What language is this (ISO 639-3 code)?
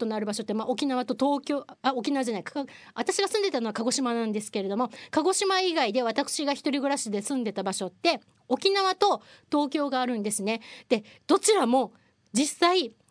jpn